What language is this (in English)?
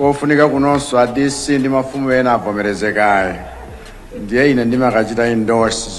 Nyanja